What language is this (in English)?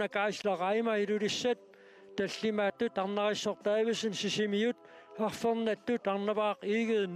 Kalaallisut